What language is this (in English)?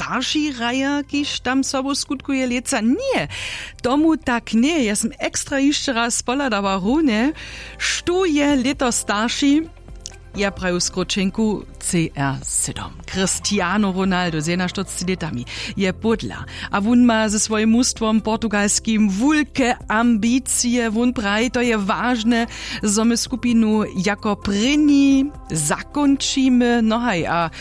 Upper Sorbian